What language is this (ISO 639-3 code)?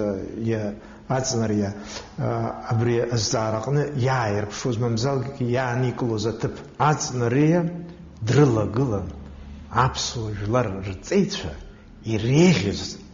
abk